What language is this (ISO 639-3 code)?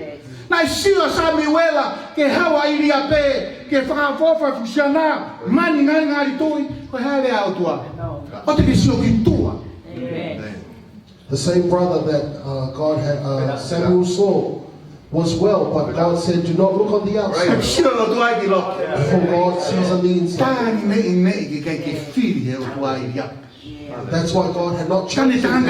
ton